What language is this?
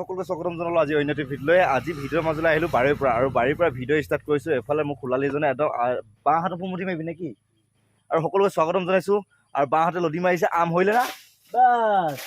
Assamese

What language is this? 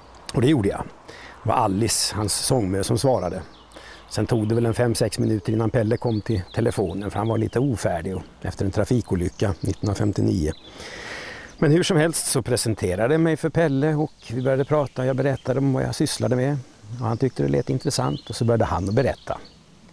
Swedish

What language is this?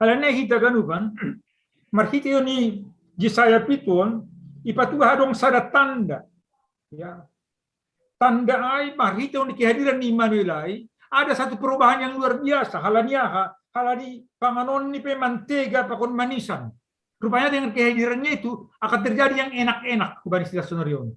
Batak Simalungun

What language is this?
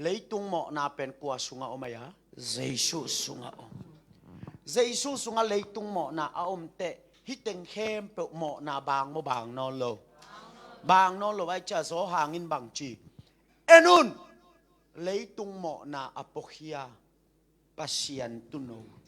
Tedim Chin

